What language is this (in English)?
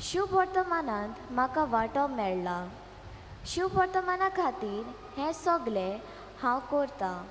Konkani